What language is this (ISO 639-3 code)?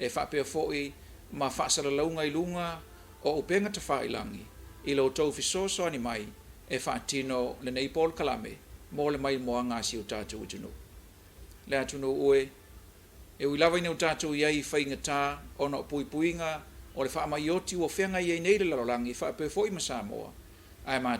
smo